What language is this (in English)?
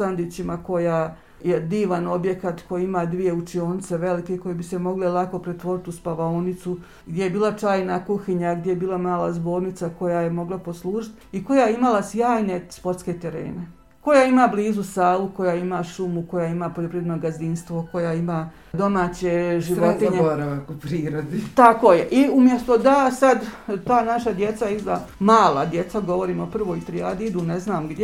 Bosnian